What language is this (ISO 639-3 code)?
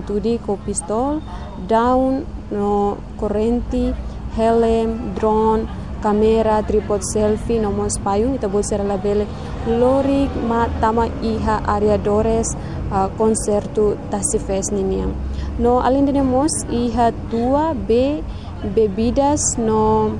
tet